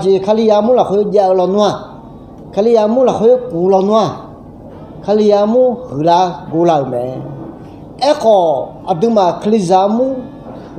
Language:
Akha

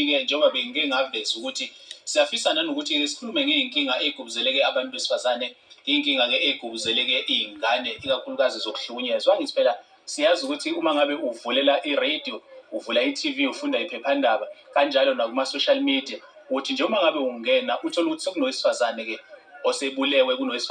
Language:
Zulu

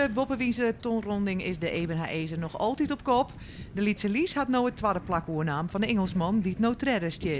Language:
Western Frisian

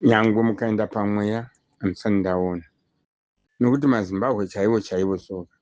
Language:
Shona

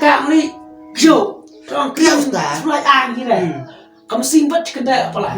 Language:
Khasi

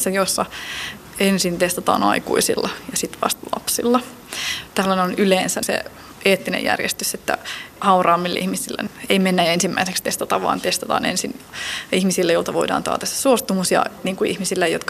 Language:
Finnish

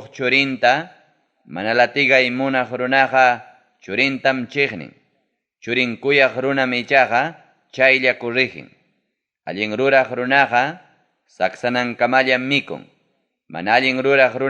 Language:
Ayacucho Quechua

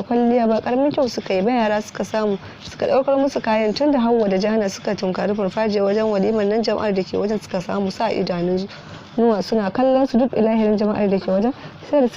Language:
Hausa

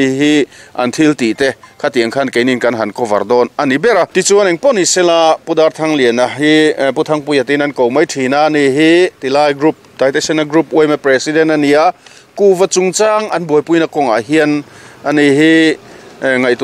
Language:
Mizo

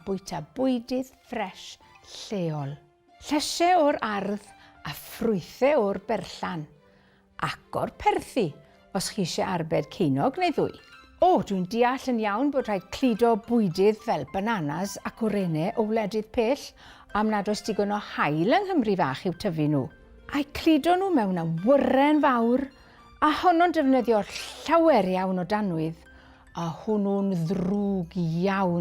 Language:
Welsh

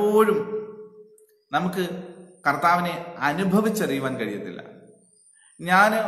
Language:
Malayalam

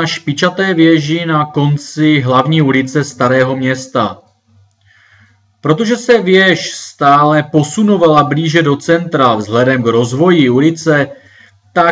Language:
Czech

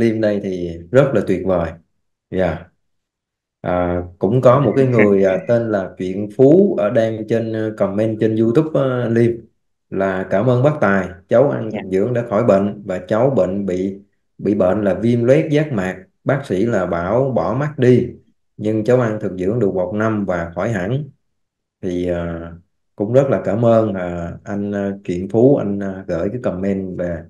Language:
Vietnamese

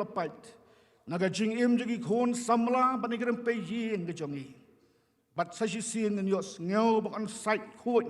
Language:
Khasi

